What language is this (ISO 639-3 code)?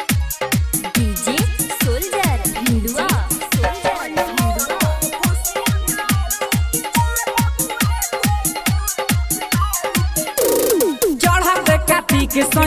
bho